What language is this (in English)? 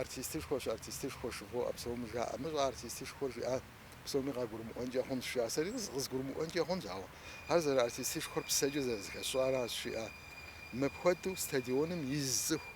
Kabardian